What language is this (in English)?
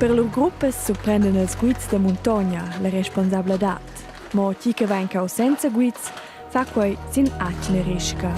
Romansh